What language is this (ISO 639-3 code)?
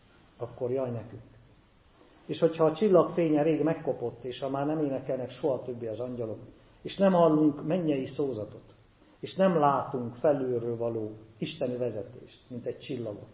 hun